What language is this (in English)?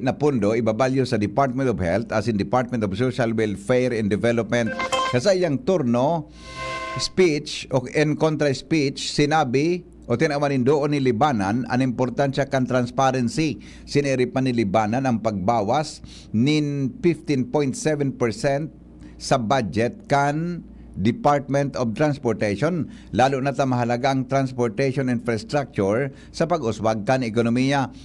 Bikol